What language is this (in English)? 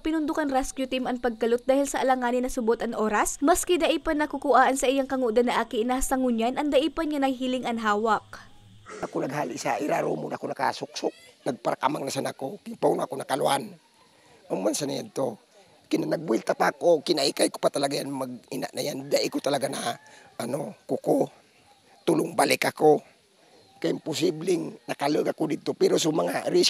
Bikol